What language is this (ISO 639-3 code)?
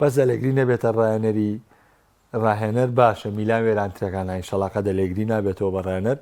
ckb